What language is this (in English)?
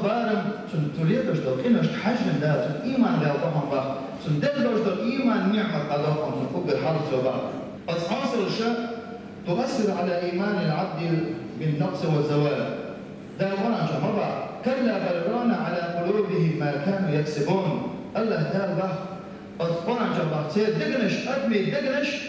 Chechen